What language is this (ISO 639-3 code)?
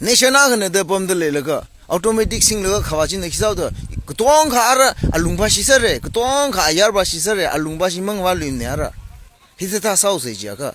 nmf